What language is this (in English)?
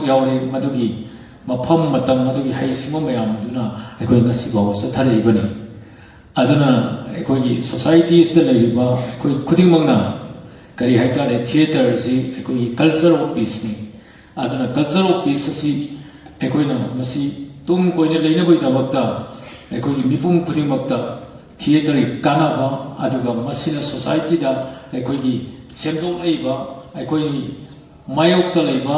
Manipuri